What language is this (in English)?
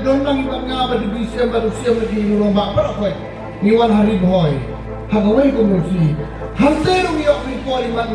Khasi